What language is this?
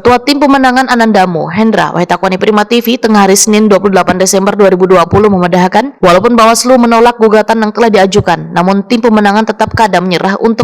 Banjar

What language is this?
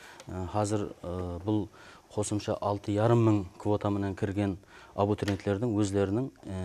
Kara-Kalpak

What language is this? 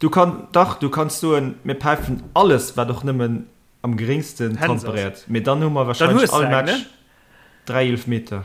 Luxembourgish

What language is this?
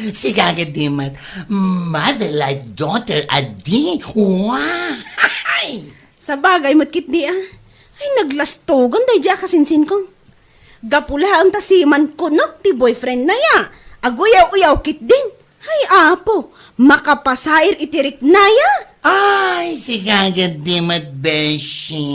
Iloko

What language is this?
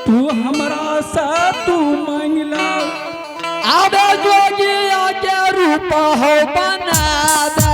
Angika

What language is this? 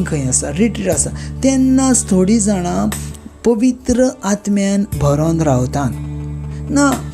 Konkani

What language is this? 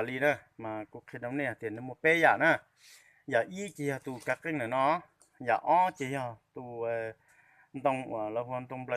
Hmong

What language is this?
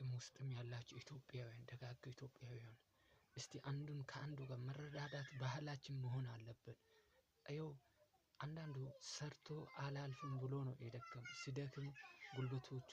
Amharic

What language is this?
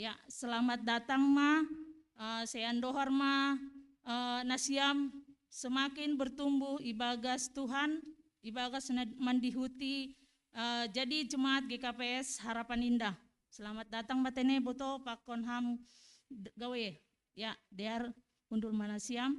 Batak Simalungun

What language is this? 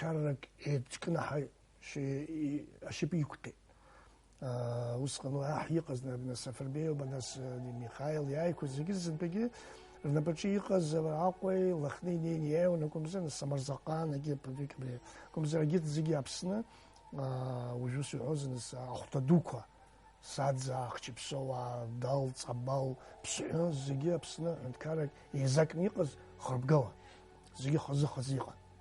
Abkhazian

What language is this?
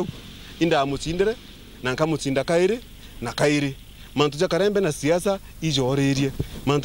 Meru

